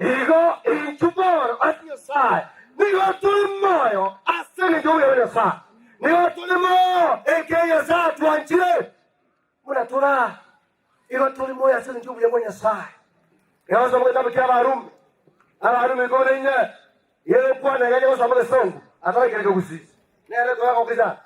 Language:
Gusii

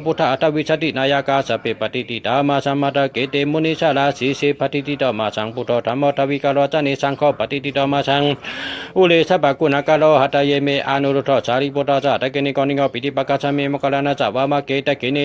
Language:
Shan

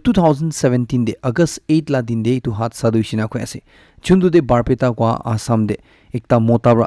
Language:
Naga Pidgin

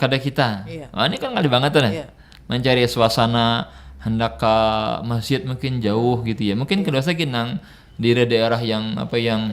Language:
Banjar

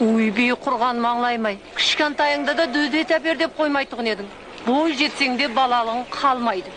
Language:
Kara-Kalpak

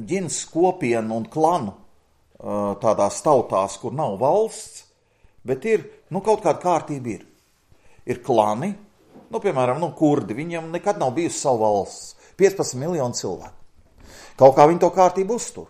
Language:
Latvian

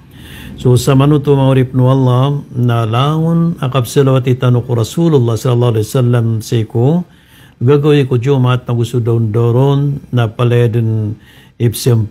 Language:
Maranao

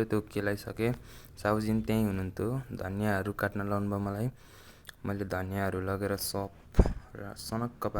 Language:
Nepali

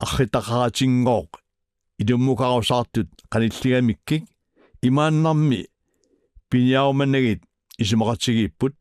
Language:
Kalaallisut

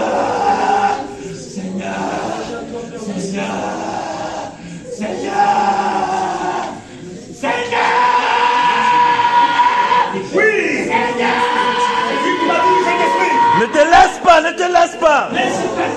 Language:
French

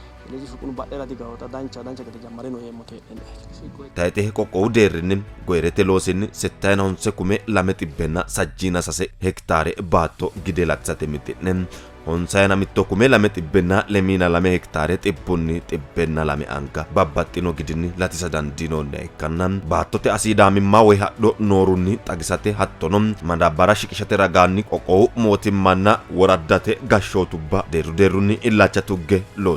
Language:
Sidamo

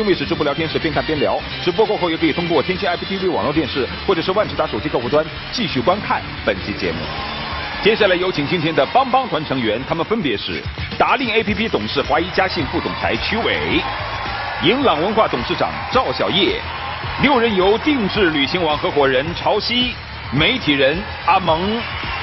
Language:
Chinese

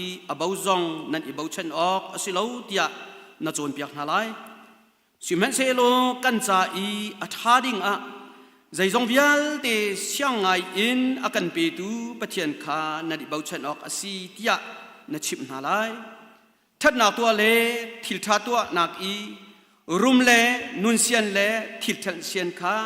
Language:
Hakha Chin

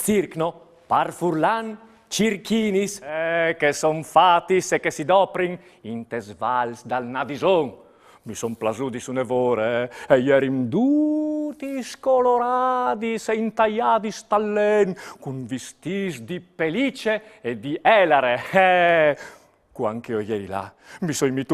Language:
Friulian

